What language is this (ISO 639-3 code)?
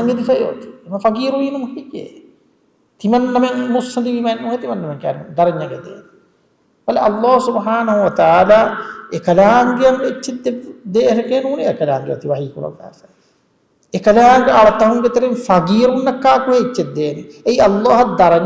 div